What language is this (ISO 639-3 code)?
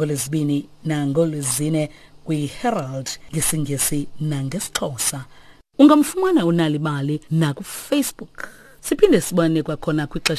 xho